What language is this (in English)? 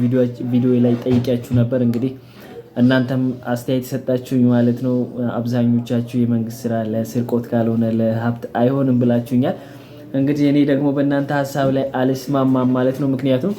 Amharic